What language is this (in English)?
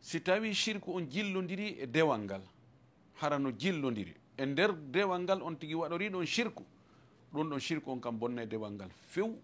Fula